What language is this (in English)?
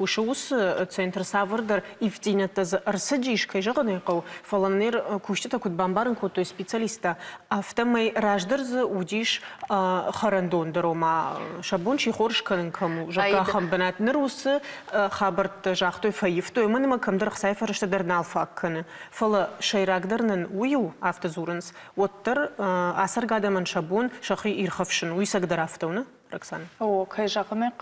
Ossetic